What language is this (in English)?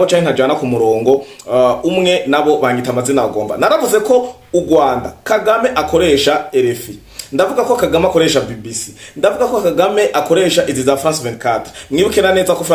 Rundi